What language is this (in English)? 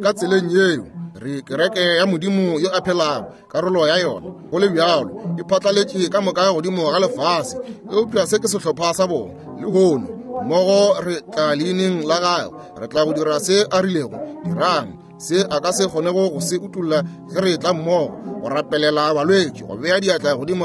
Northern Sotho